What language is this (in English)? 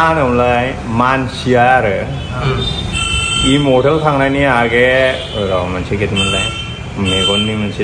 Bodo